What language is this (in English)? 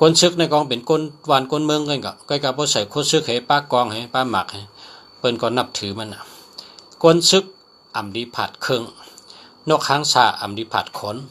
Shan